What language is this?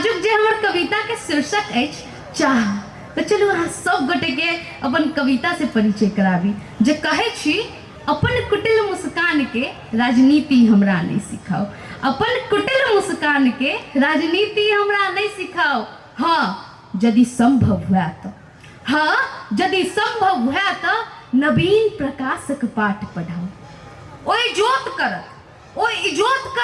Maithili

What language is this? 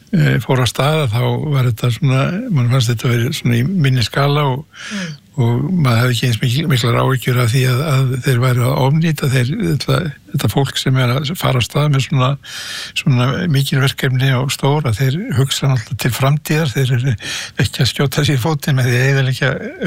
Icelandic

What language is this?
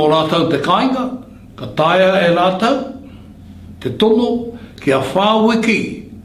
Māori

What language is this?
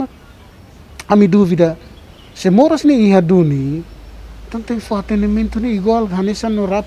Tetum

